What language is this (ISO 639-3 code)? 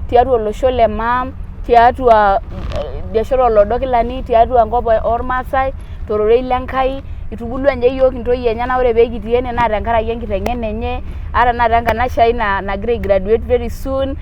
mas